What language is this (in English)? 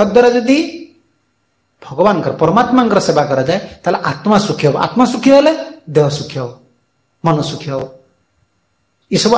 Odia